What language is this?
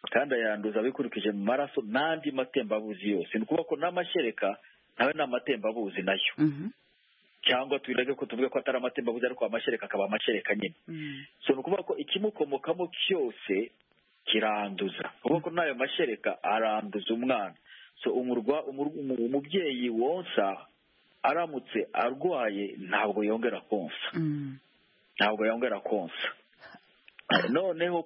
Kinyarwanda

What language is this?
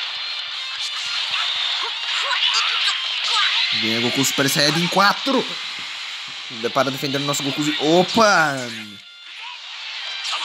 Portuguese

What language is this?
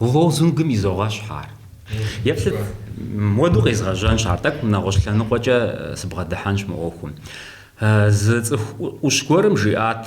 Kabardian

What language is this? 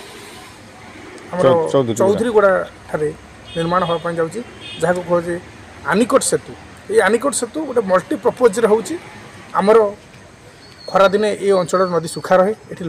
Odia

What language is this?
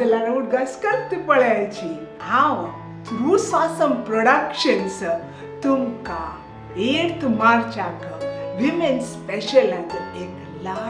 Konkani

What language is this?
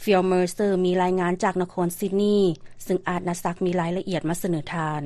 Lao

